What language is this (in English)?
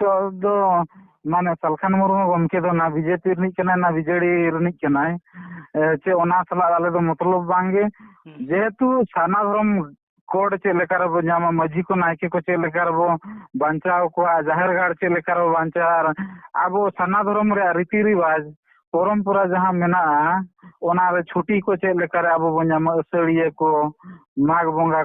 Santali